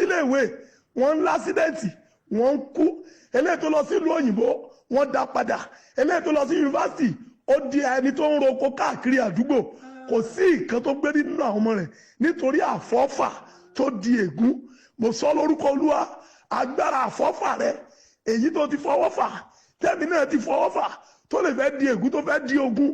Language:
Yoruba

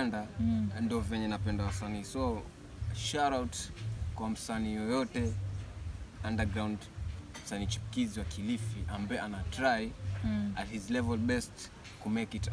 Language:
Swahili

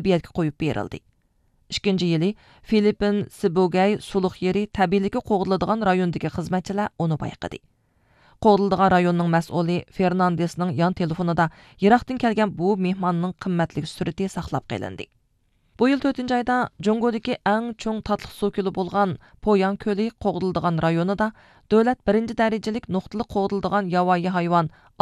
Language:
Uyghur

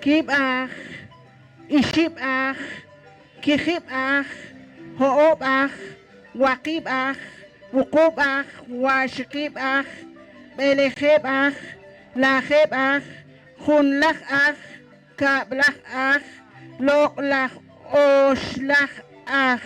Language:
Poqomchi'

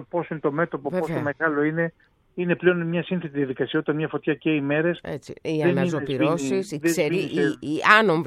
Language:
Greek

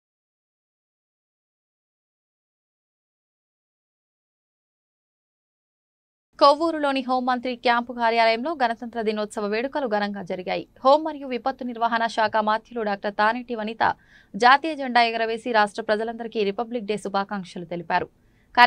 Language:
Telugu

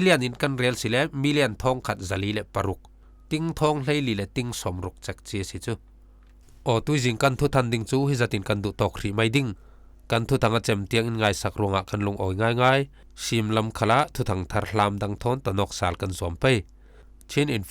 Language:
Falam Chin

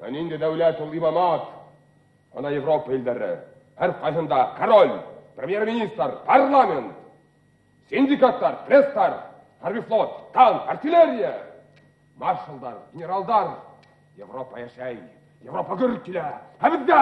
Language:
Bashkir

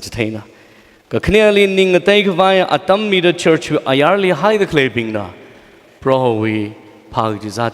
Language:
Tangkhul Naga (India)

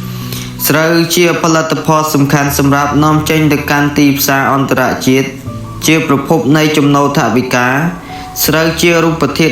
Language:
Khmer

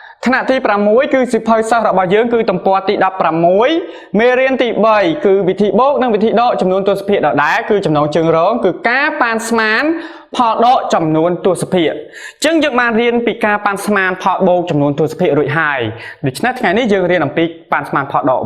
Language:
Khmer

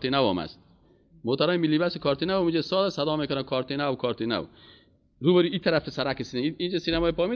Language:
Persian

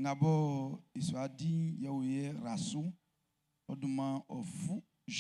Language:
Baoulé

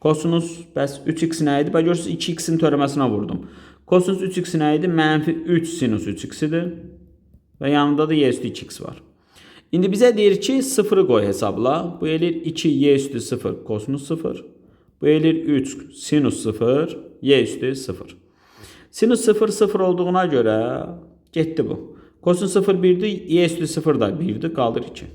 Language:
Azerbaijani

